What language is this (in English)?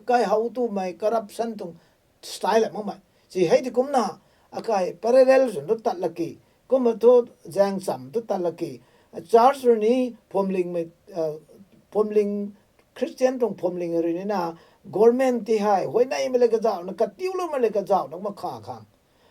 Rongmei Naga